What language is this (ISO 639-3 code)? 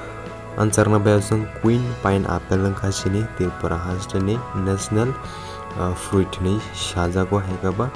trp